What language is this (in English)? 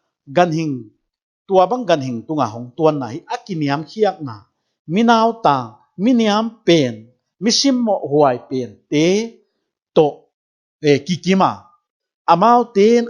Paite Chin